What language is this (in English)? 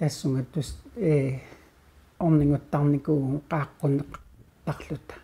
Kalaallisut